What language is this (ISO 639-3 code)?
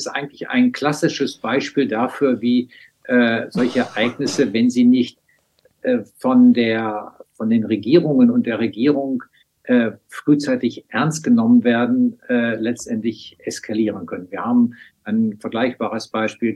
deu